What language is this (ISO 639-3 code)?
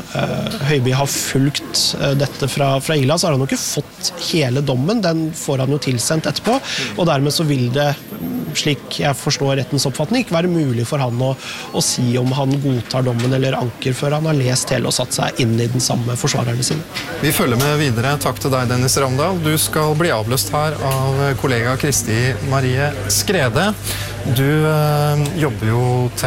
nor